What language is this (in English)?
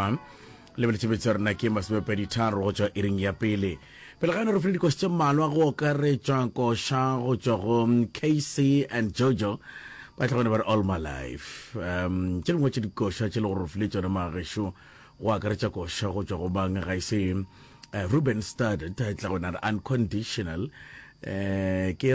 Northern Sotho